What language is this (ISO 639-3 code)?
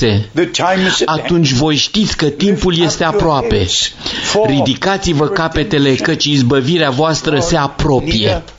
ron